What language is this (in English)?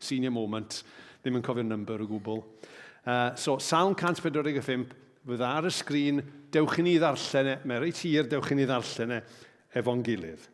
Welsh